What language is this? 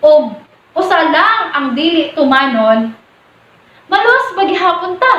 Cebuano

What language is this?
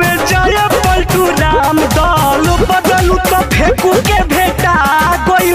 Bhojpuri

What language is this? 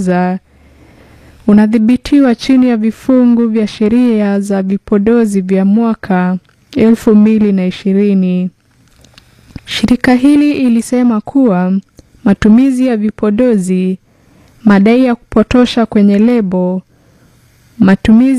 Swahili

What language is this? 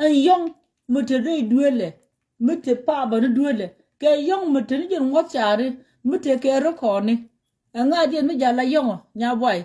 Nuer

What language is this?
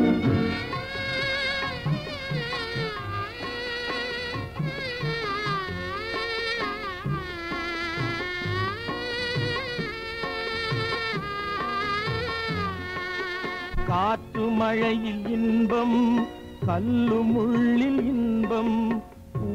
Tamil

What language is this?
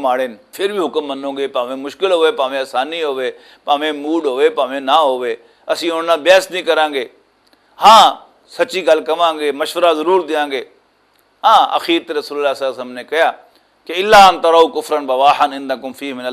Western Panjabi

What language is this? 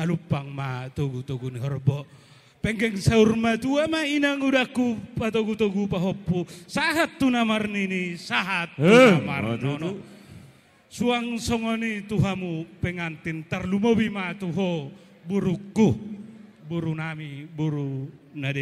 Batak Toba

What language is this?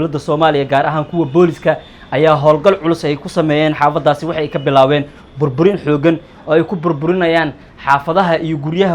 Somali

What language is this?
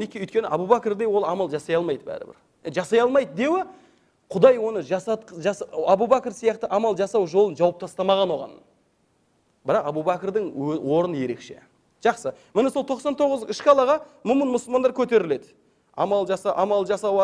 Kazakh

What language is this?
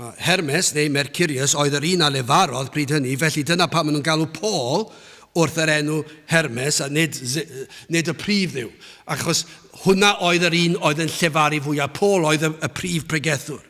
Welsh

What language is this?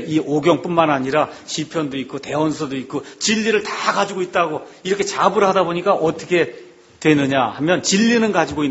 Korean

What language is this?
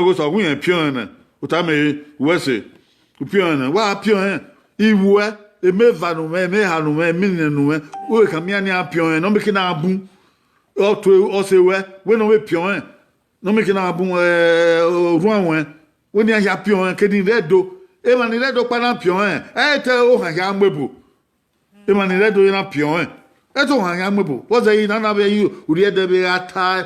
Bini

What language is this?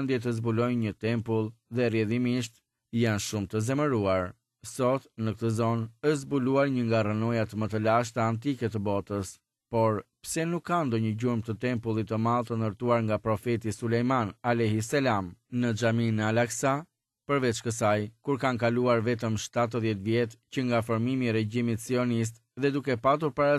Albanian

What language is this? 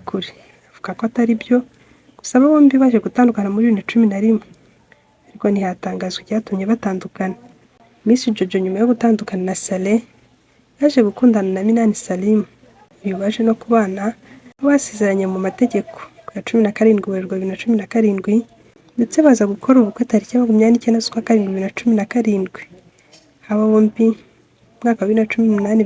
Kinyarwanda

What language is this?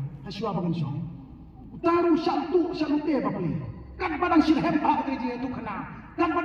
Khasi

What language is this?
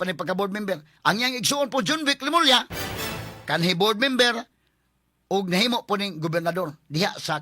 Cebuano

